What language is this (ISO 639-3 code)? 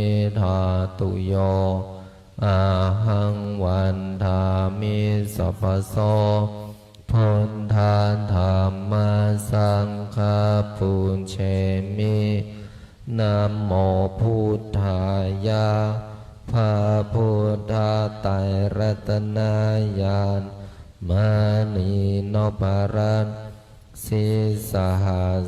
pli